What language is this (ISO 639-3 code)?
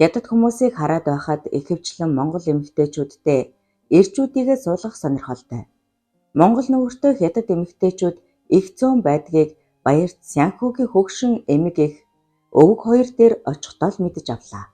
mon